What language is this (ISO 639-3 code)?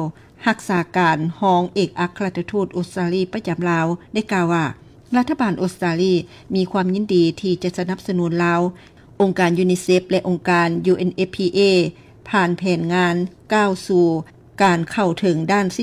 lao